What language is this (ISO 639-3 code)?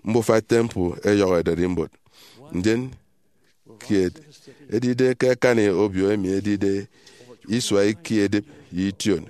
efi